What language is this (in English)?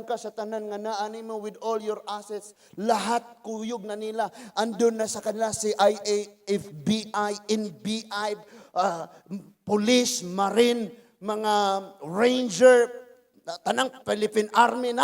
Cebuano